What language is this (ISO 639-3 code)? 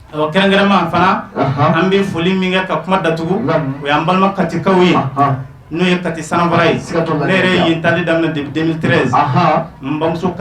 bam